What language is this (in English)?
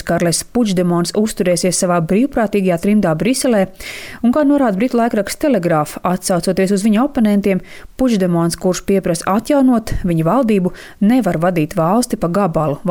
Latvian